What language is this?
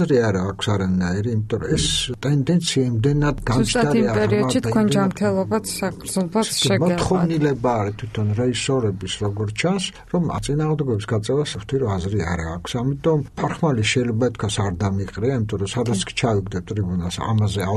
Georgian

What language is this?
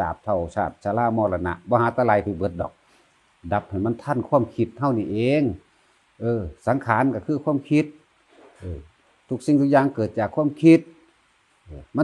Northeastern Thai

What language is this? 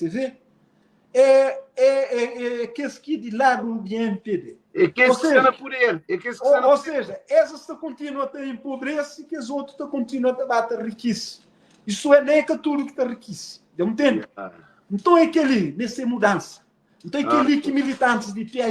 Kabuverdianu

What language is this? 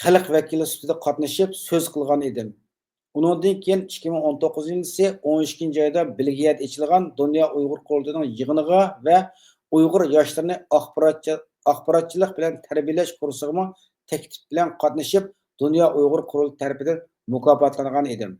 Uyghur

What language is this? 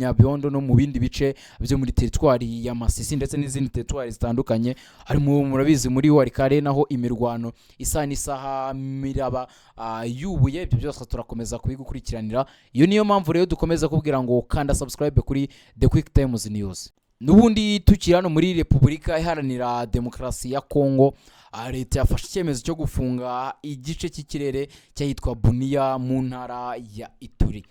Kinyarwanda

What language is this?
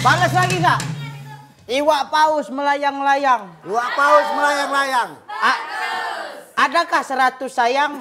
Musi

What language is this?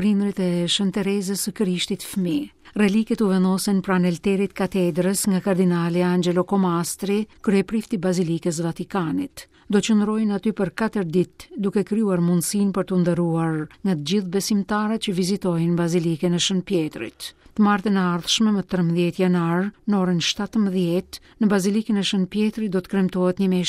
Albanian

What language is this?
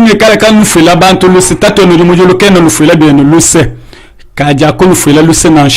Luba-Lulua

